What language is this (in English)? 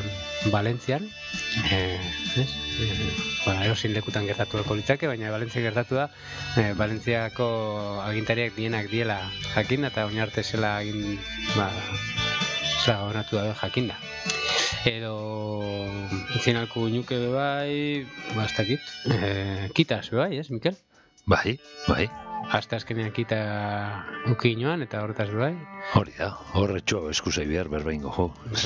Basque